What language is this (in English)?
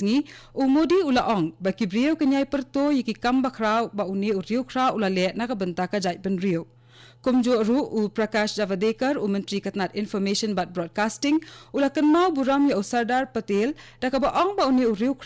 Khasi